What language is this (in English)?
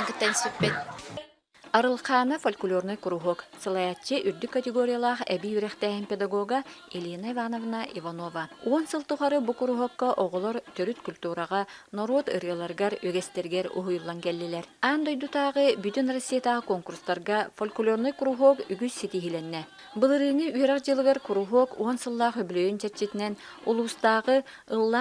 Yakut